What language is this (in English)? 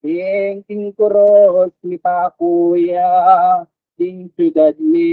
Pampanga